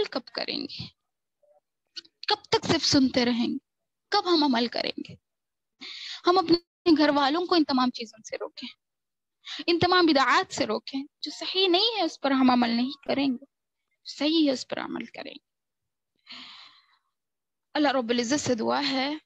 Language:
Urdu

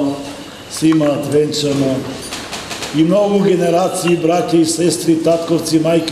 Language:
Macedonian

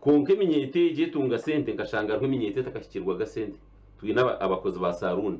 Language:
Nyankole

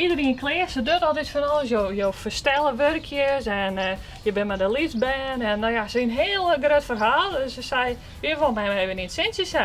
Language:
Western Frisian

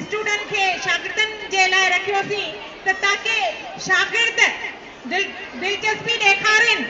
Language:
Sindhi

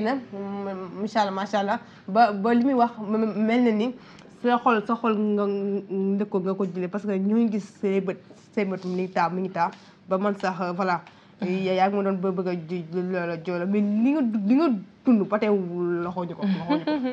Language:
Wolof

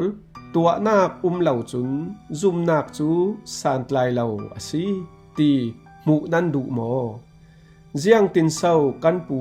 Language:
Falam Chin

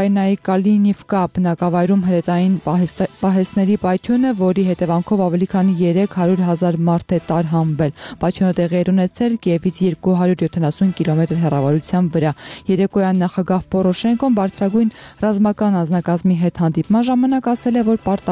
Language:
Armenian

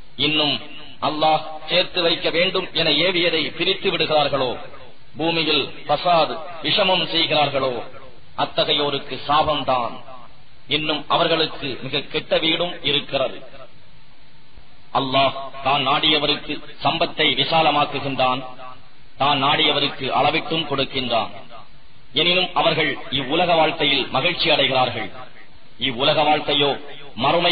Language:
Tamil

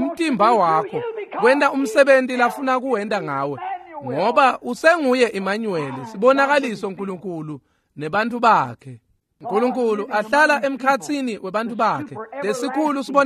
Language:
Swati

